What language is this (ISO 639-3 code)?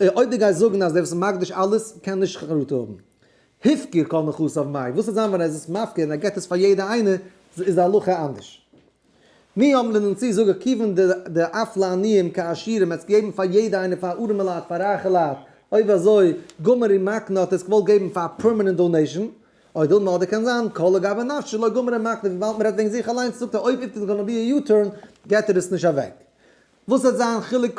yid